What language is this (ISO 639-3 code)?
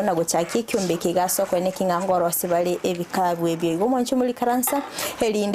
guz